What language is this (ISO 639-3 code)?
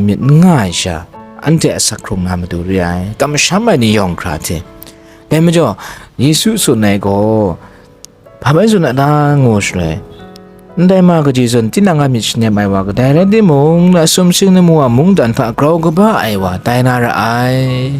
kac